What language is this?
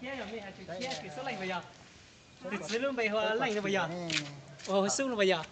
Hmong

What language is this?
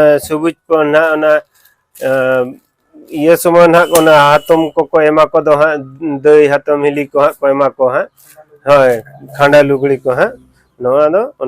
Santali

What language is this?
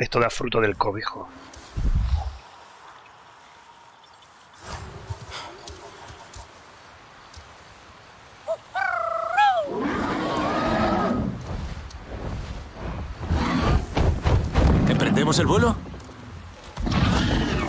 Spanish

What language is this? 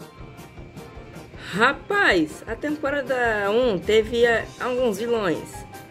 Portuguese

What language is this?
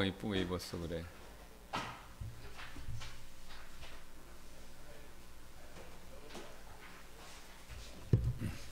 Korean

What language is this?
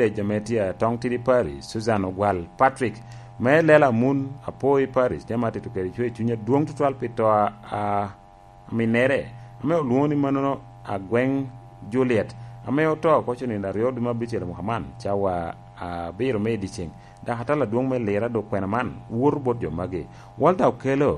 Lango (Uganda)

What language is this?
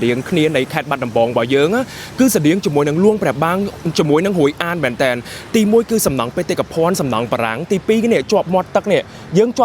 Khmer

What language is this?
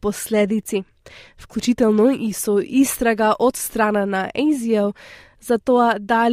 Macedonian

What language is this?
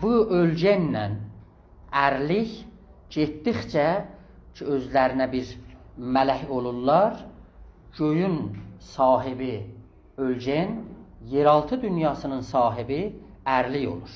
South Azerbaijani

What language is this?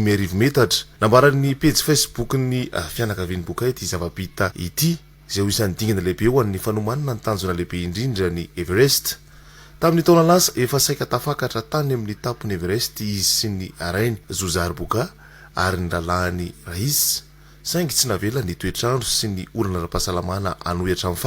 Malagasy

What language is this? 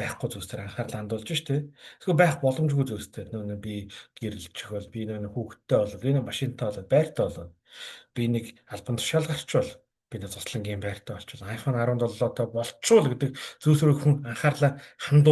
Mongolian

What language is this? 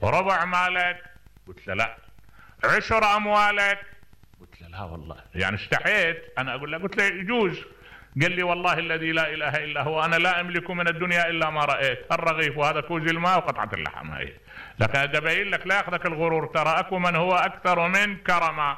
Mesopotamian Arabic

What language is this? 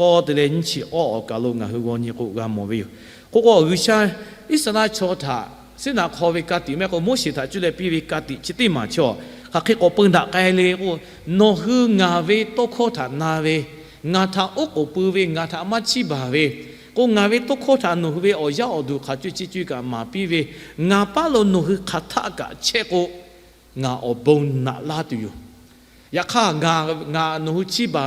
Lahu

